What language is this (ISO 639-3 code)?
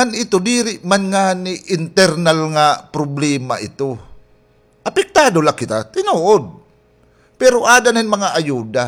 war